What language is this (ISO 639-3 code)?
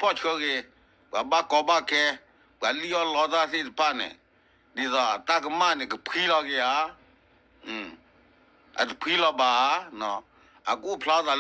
ksw